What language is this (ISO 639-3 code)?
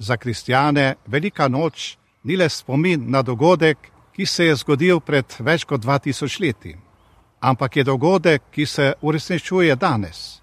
slv